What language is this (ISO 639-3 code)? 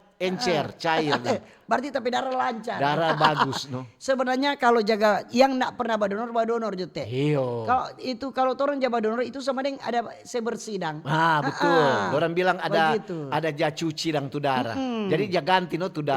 xmm